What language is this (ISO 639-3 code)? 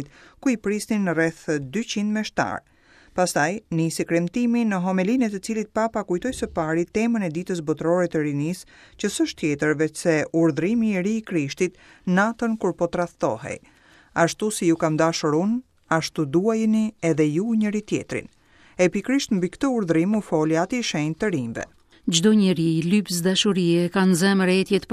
sqi